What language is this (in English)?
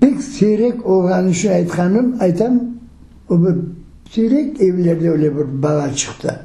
Crimean Tatar